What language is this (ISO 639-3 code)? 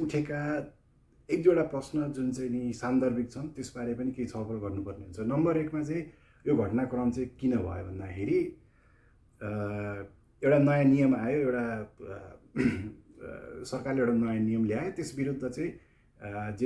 nep